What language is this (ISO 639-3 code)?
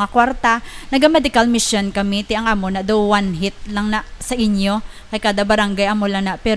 hil